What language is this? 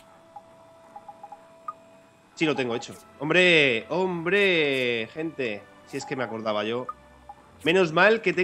Spanish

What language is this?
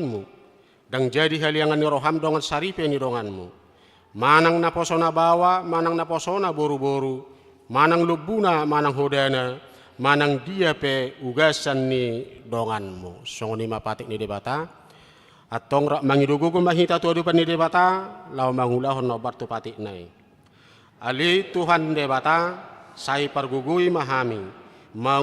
Batak Toba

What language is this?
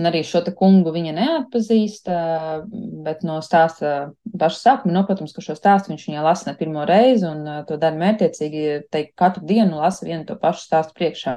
Latvian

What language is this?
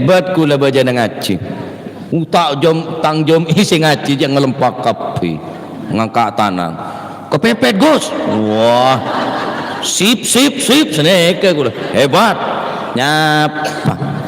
Madurese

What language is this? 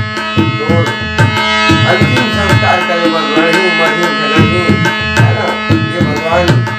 Chhattisgarhi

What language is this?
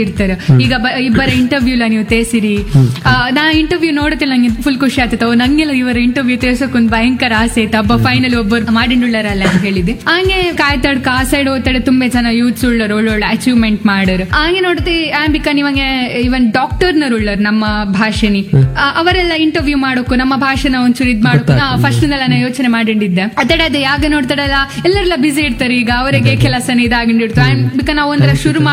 Kannada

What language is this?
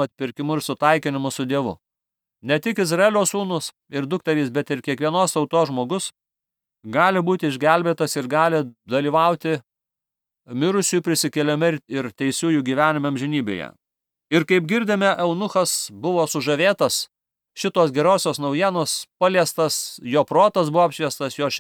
Lithuanian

